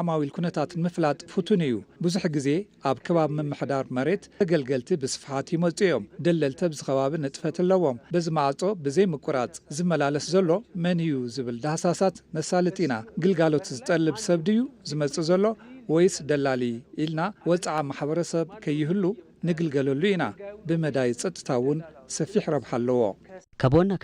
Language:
Tigrinya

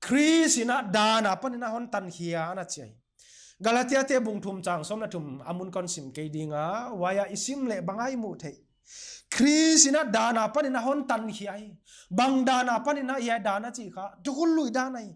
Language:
Paite Chin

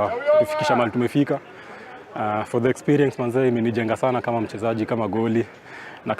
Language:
Luo (Kenya and Tanzania)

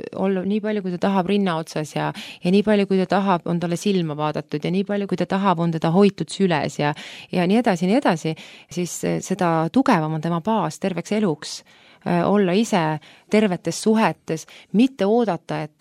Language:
Estonian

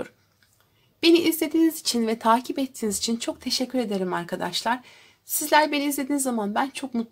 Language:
Turkish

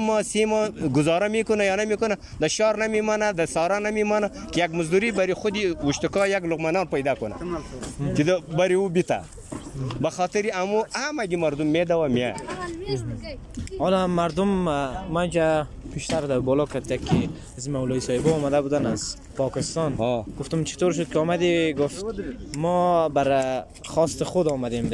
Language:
Persian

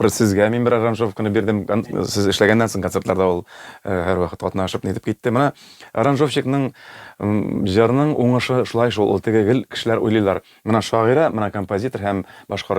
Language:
Tatar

